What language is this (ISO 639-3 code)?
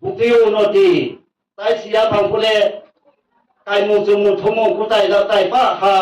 ria